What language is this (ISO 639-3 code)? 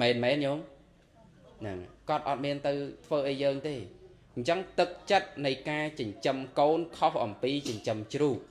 khm